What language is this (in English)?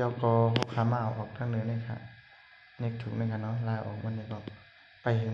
Shan